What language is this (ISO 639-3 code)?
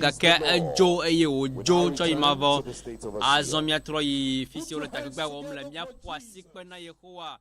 ewe